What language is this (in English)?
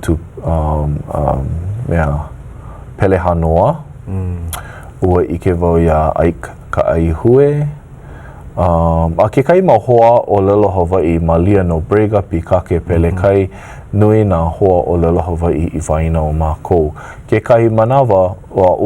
Hawaiian